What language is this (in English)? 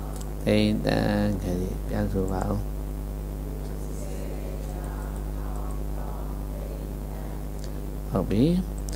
Burmese